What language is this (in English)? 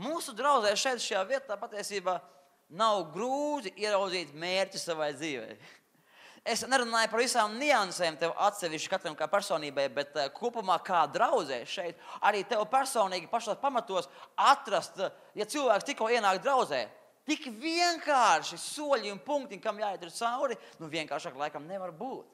Latvian